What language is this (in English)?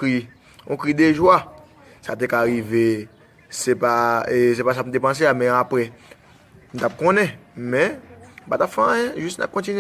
Haitian Creole